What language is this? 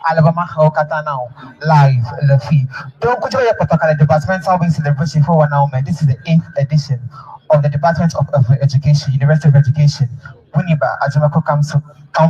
Ewe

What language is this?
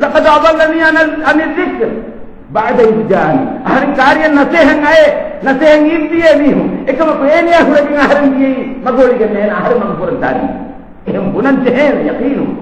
Divehi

